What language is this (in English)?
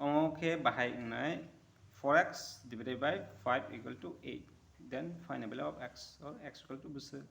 Kok Borok